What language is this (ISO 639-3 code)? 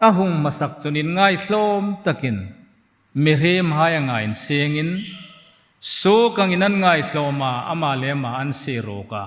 hmr